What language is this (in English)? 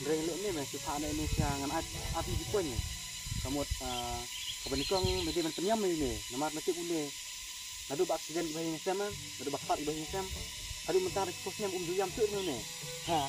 Khasi